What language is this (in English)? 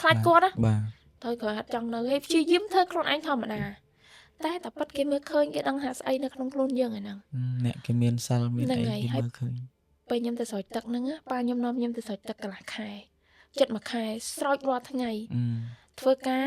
Khmer